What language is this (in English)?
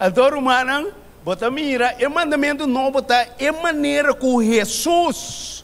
Papiamento